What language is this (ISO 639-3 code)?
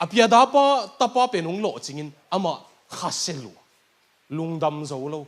ctd